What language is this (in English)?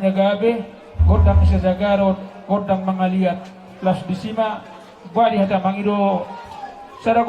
Batak Toba